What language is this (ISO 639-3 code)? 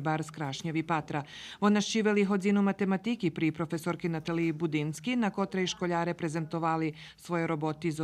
rue